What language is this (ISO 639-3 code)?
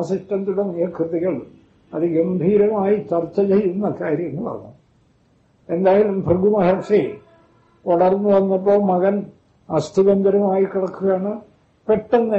mal